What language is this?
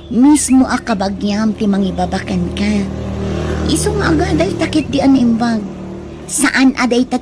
Iloko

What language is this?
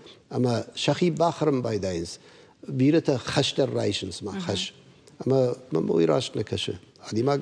Ossetic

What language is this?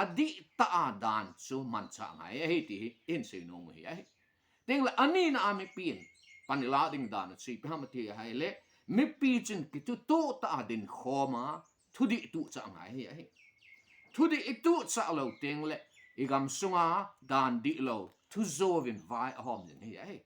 Thado Chin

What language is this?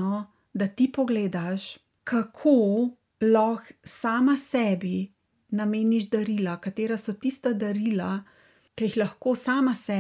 Slovenian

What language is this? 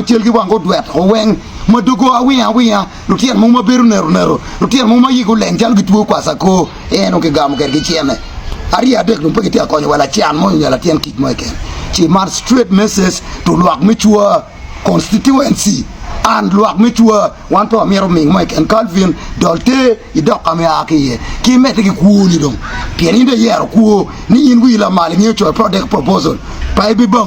Acoli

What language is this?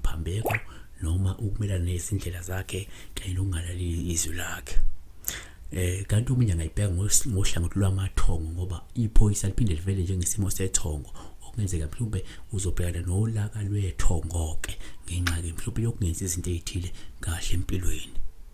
Zulu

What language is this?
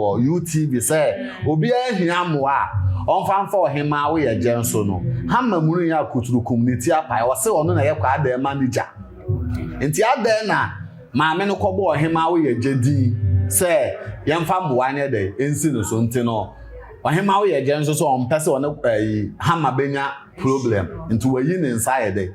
Akan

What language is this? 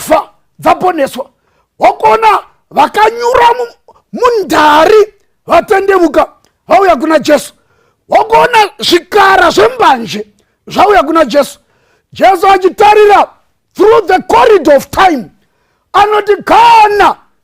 Shona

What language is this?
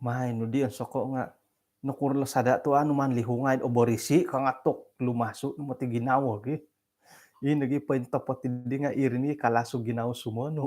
Central Dusun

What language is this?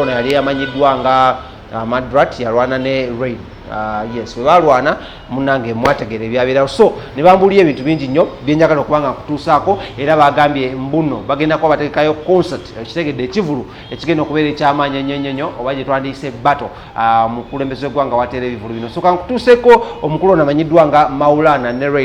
Ganda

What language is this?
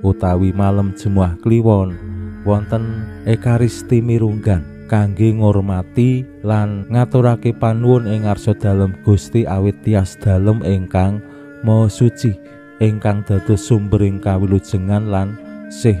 Javanese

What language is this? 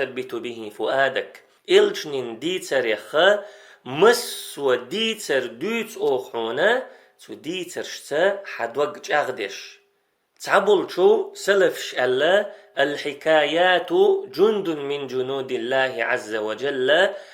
Chechen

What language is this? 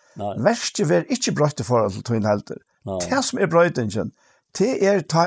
Faroese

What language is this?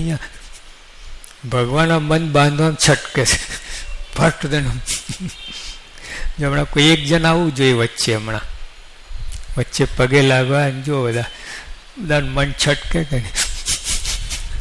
Gujarati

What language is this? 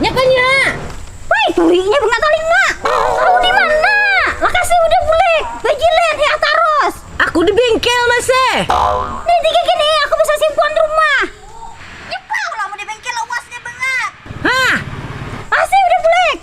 Banjar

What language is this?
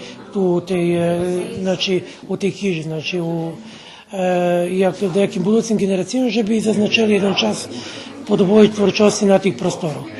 Rusyn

